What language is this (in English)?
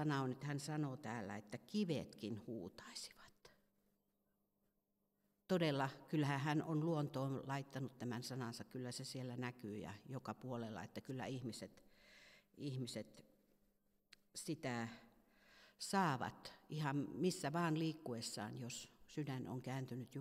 Finnish